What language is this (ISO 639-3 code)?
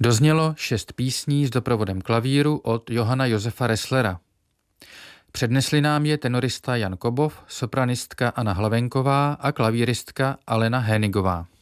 ces